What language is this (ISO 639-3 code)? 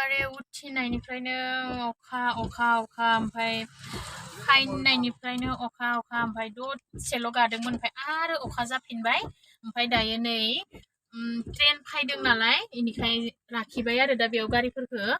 brx